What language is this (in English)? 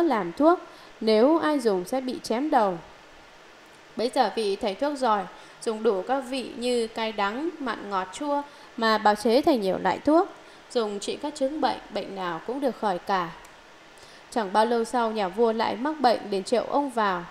Vietnamese